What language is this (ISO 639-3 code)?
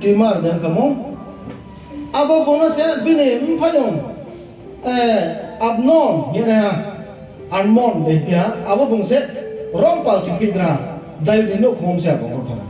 ria